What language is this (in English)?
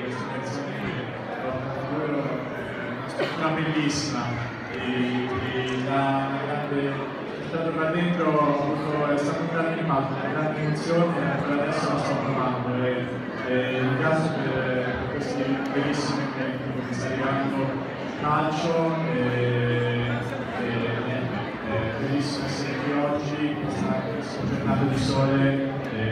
Italian